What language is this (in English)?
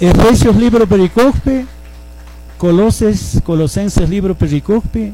Chimborazo Highland Quichua